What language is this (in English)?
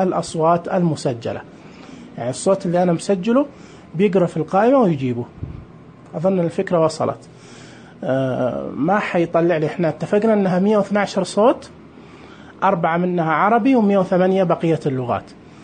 Najdi Arabic